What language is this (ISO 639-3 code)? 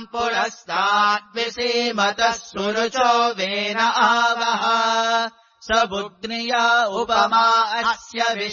san